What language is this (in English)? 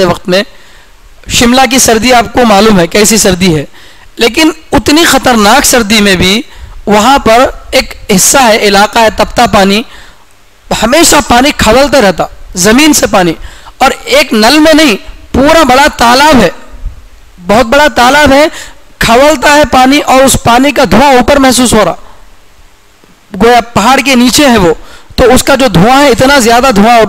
Urdu